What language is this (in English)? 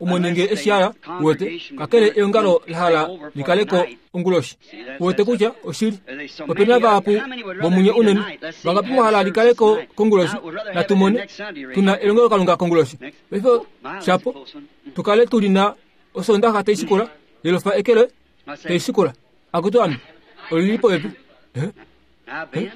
Kuanyama